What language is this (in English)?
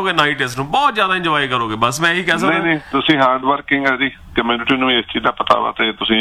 Punjabi